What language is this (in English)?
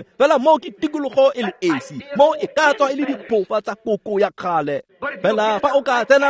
Tswana